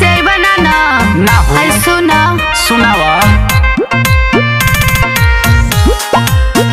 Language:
Bhojpuri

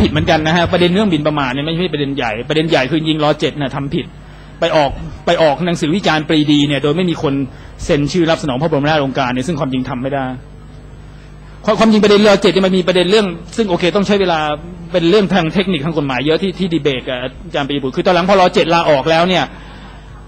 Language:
Thai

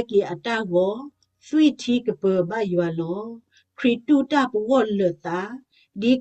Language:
S'gaw Karen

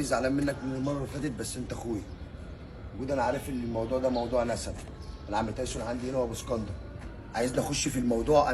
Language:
Egyptian Arabic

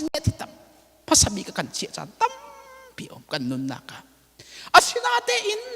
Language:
Hakha Chin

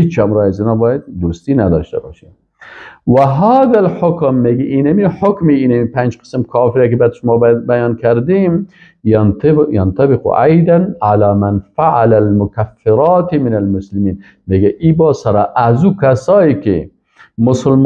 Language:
Persian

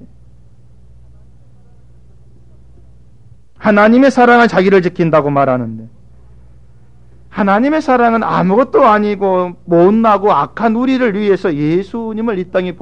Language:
Korean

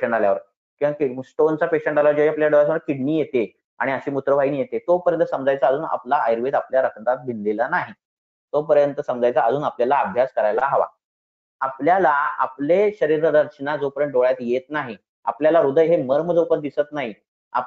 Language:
Marathi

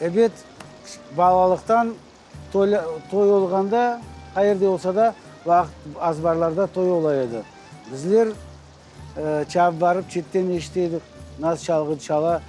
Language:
Crimean Tatar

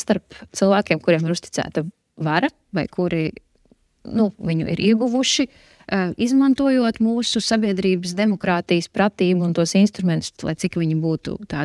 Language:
Latvian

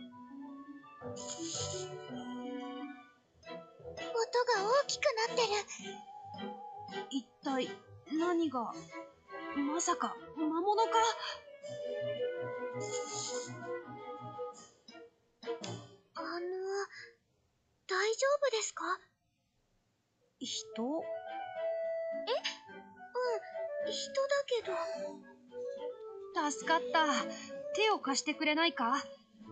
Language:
Japanese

